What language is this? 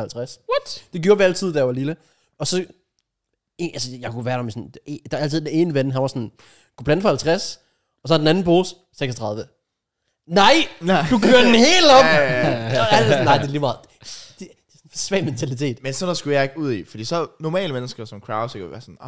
Danish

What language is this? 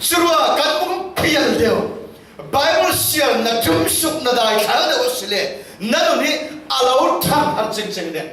Falam Chin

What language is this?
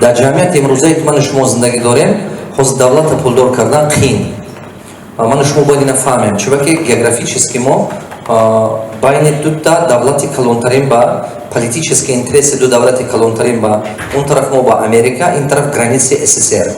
Tajik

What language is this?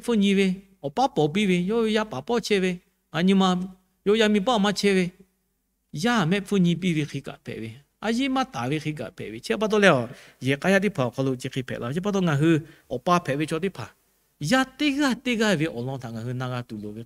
Lahu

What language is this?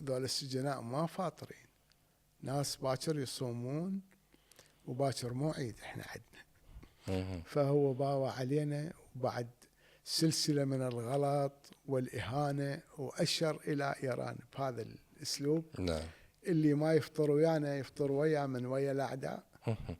Mesopotamian Arabic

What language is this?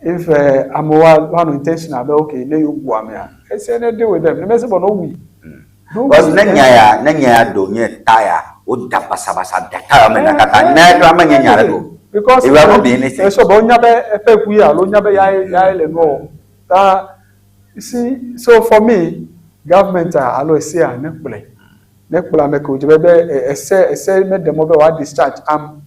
Ewe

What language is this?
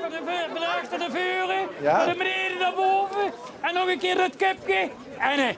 Limburgish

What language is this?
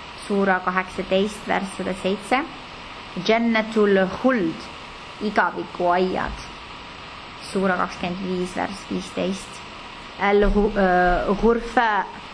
Estonian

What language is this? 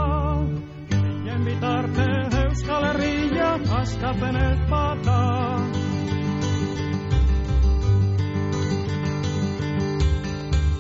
Basque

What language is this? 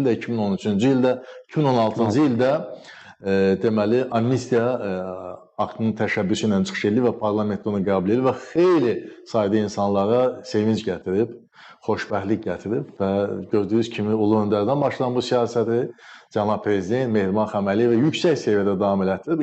Azerbaijani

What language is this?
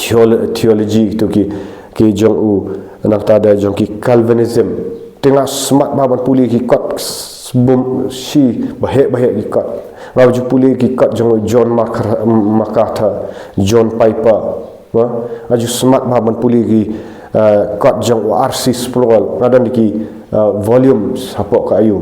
Khasi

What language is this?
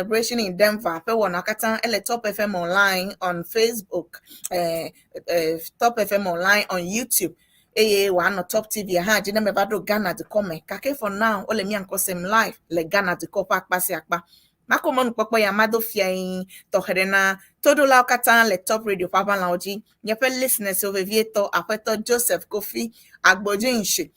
Ewe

